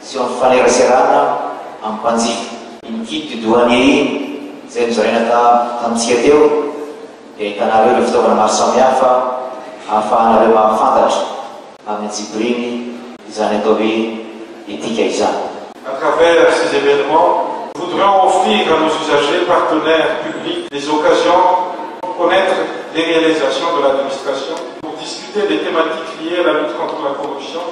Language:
Malagasy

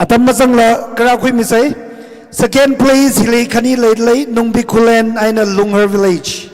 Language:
Tangkhul Naga (India)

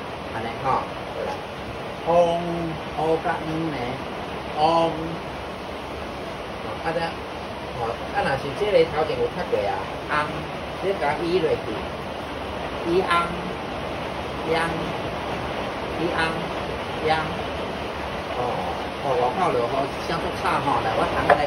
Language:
Min Nan Chinese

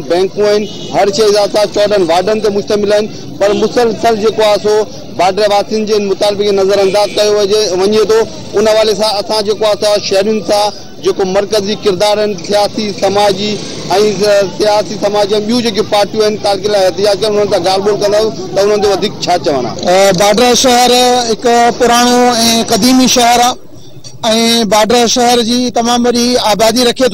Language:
Sindhi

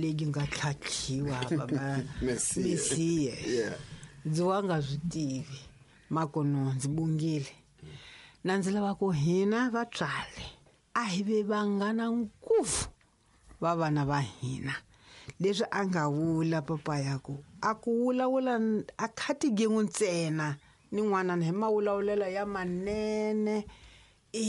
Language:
Tsonga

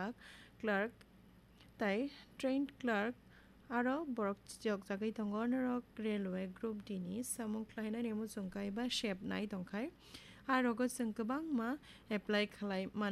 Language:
Kok Borok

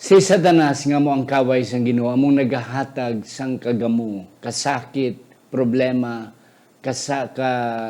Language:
Hiligaynon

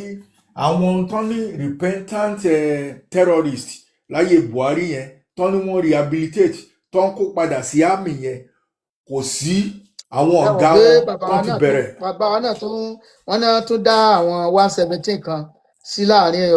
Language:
Yoruba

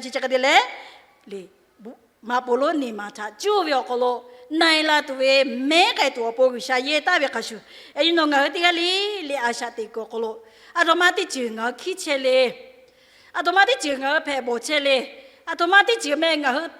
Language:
Lahu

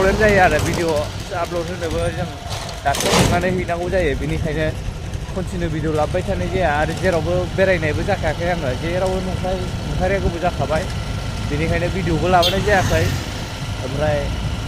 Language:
Bodo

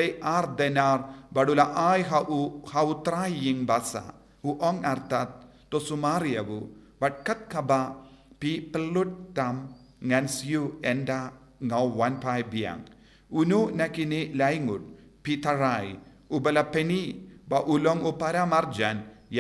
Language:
Khasi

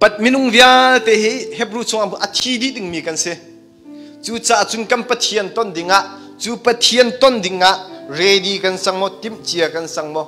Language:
Hakha Chin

